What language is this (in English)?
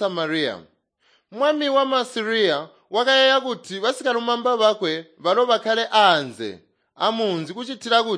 Tonga (Zambia)